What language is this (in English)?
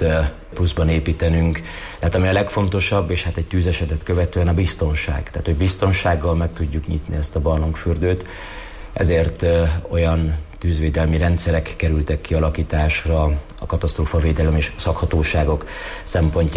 Hungarian